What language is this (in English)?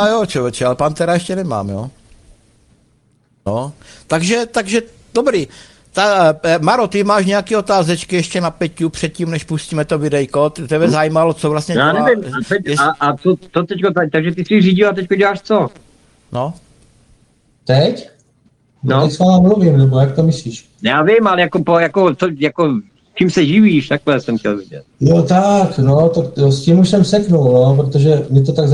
Czech